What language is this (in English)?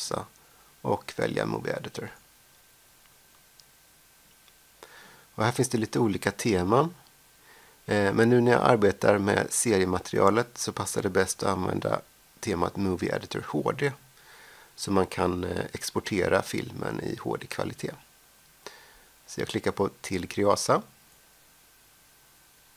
Swedish